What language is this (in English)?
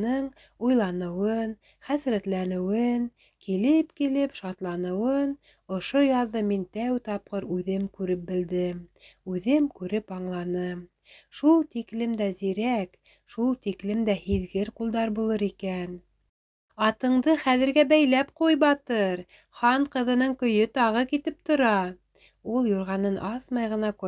Bashkir